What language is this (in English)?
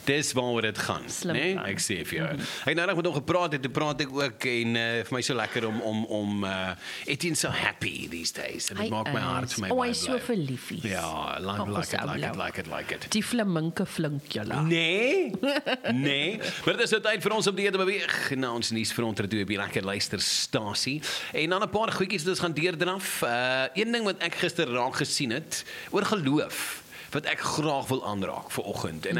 Afrikaans